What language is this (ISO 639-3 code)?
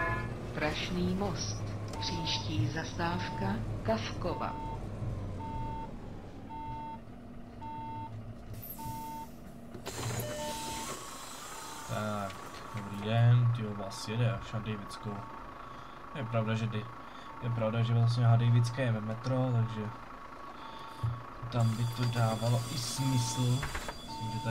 ces